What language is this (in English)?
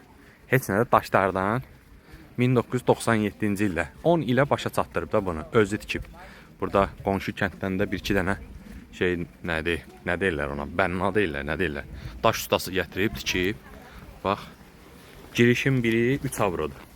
Azerbaijani